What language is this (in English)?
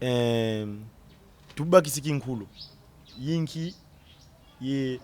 Kongo